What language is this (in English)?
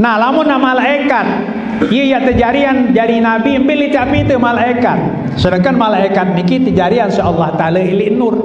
Sasak